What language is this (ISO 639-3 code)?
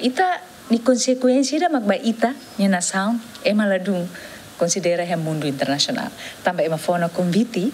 tet